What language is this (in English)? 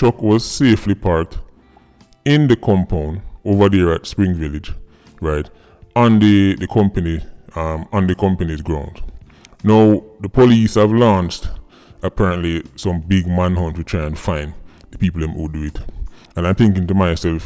Jamaican Creole English